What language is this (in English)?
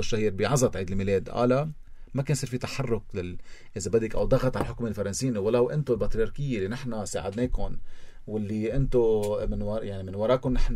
North Levantine Arabic